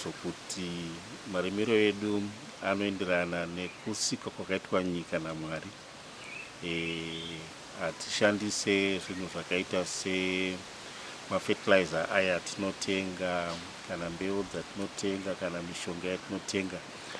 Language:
Shona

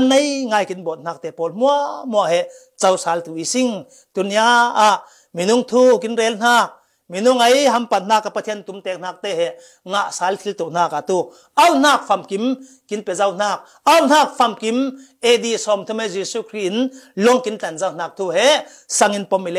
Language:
Falam Chin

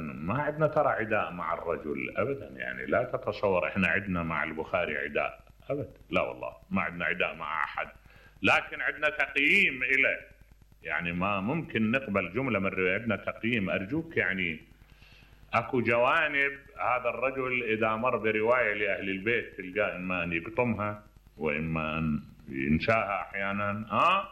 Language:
Mesopotamian Arabic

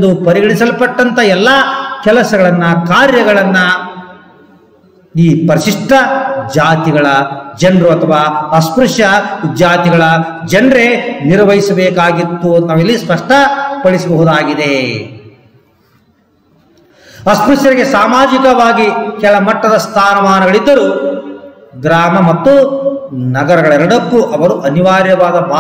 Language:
Kannada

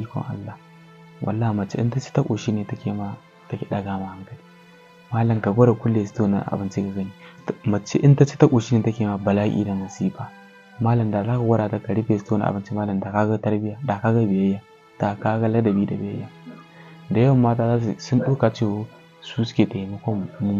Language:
Hausa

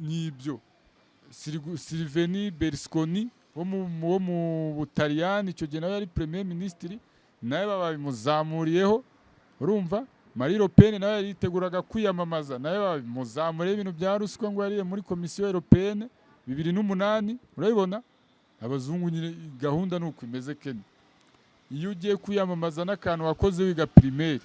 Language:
Kinyarwanda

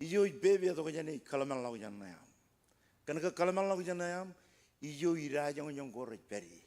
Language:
Marshallese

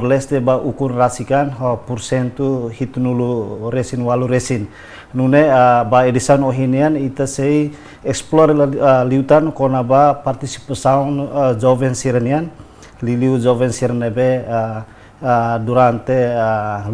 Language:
Tetum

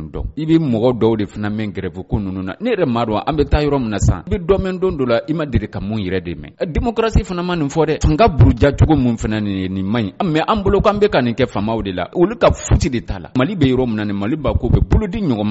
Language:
Bambara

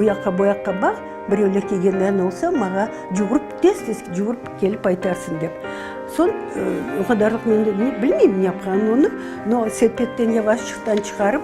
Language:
Crimean Tatar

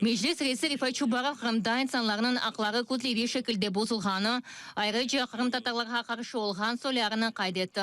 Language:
Crimean Tatar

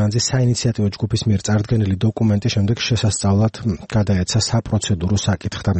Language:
Georgian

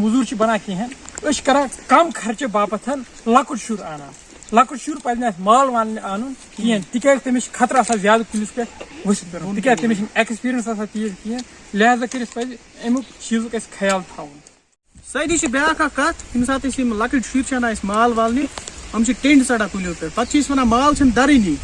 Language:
Kashmiri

